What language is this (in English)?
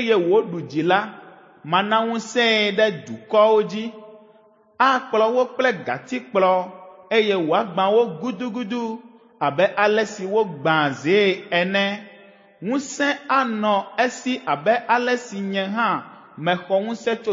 Ewe